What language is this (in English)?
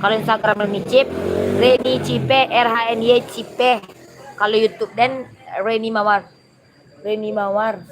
Minangkabau